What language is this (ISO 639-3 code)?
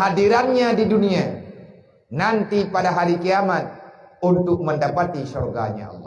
ace